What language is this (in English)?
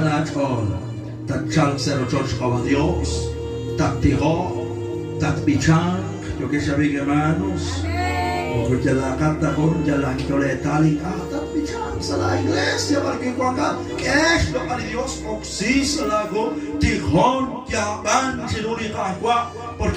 Kekchí